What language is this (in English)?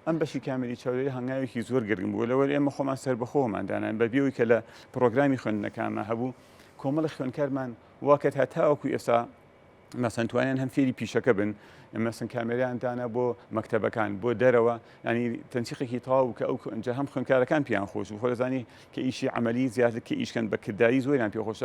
Central Kurdish